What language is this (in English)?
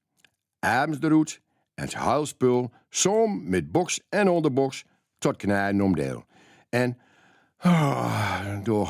Gronings